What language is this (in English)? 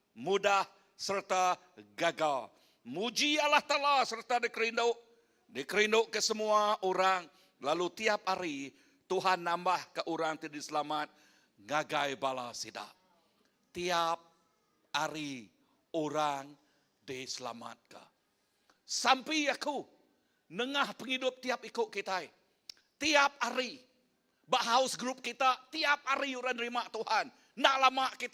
Iban